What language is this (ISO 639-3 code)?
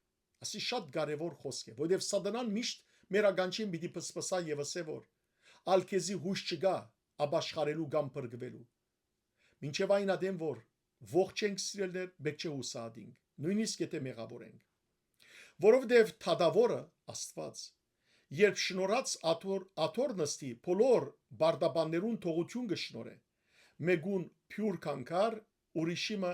hyw